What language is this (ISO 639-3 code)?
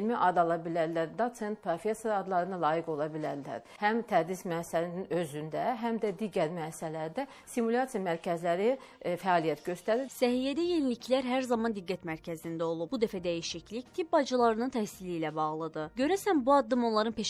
aze